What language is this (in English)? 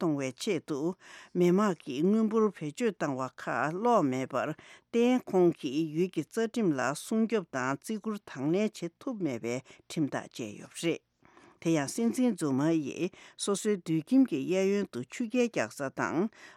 Tibetan